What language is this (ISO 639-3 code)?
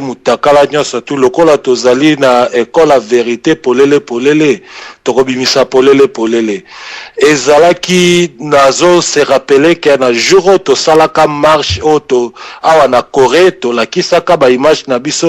lin